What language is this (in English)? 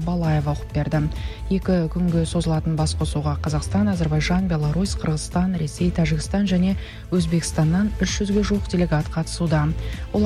Kazakh